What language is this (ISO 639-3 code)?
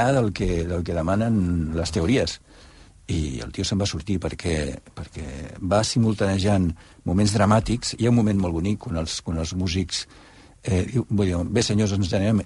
cat